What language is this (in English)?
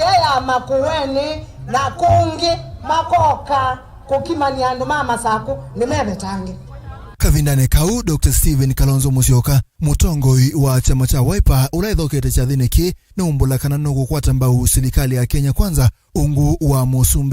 Kamba